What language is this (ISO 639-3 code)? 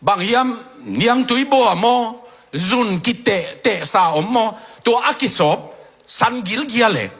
ctd